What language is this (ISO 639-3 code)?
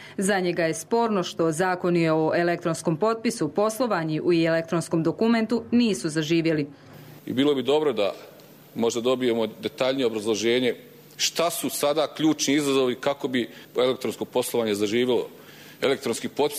hrv